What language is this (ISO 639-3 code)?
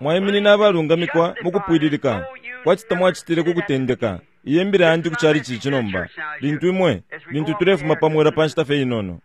bem